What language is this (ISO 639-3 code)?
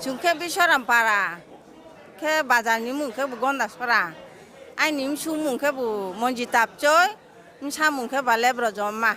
ria